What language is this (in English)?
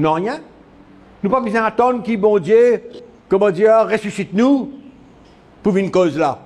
Morisyen